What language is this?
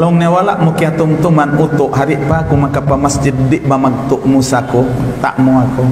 Tausug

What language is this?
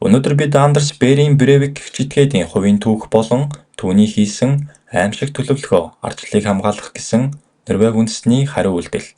Mongolian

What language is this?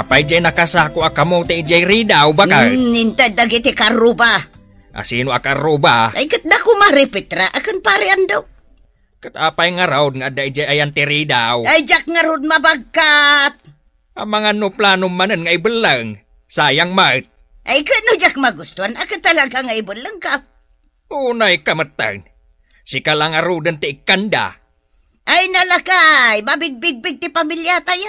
Iloko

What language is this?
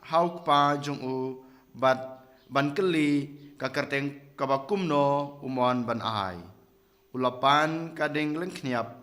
Khasi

